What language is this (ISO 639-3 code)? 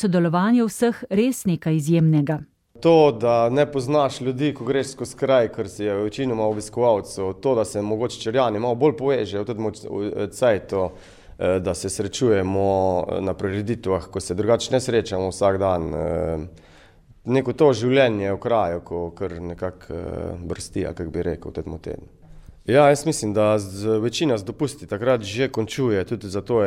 slv